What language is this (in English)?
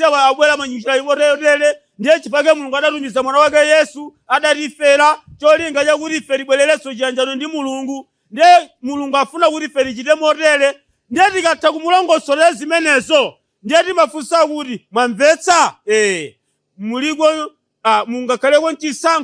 Nyanja